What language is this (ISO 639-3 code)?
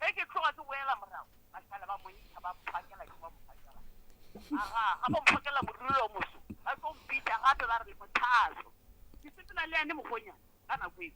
nso